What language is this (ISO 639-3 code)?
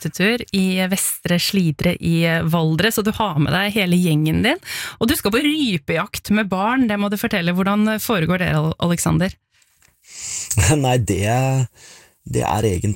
nor